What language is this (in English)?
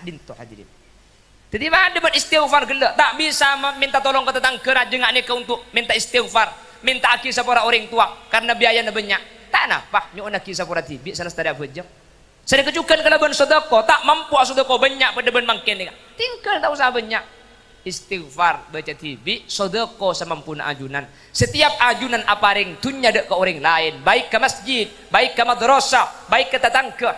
Madurese